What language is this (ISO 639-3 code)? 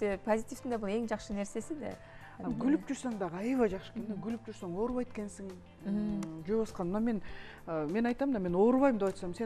kir